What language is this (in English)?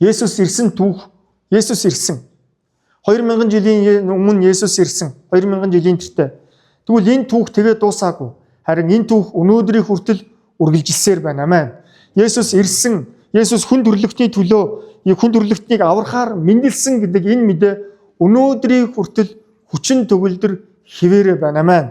Mongolian